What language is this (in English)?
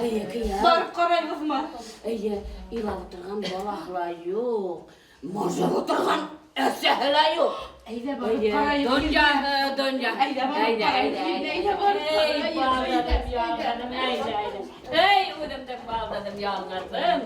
Bashkir